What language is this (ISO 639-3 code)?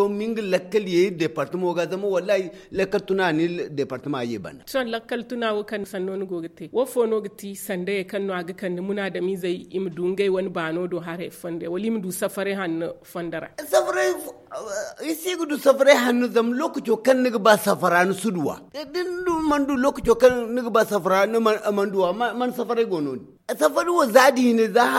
dje